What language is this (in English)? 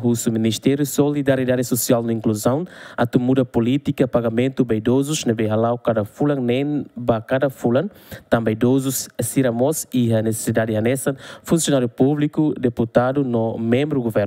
Tetum